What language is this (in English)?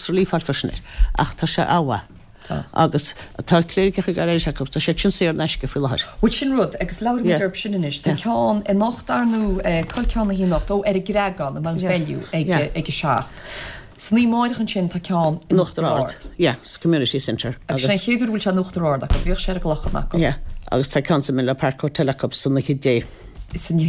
Irish